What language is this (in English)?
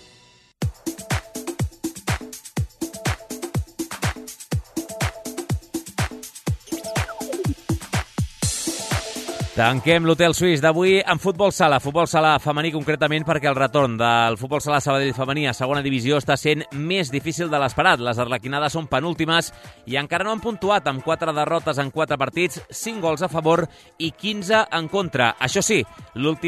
Catalan